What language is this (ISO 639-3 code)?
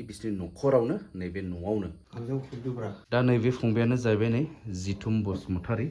brx